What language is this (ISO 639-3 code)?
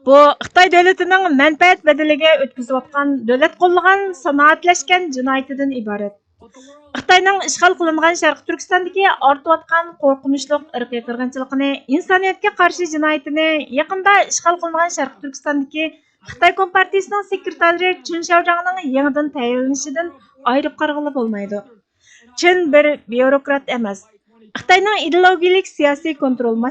uig